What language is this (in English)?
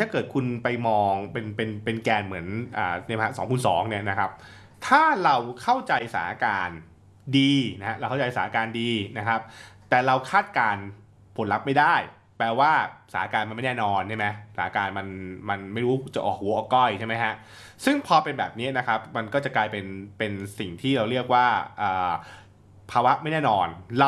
Thai